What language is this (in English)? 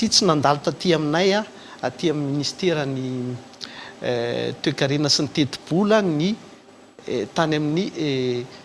Malagasy